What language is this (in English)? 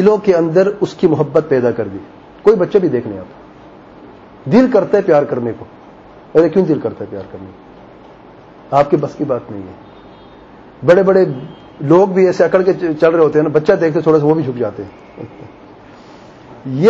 Urdu